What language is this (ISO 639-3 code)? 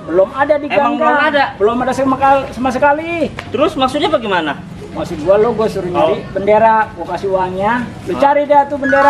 bew